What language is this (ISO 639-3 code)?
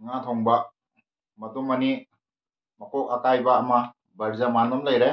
mni